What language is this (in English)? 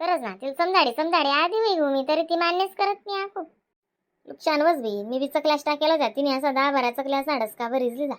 Khandesi